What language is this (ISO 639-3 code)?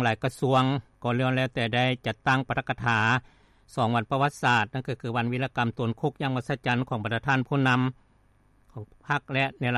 lao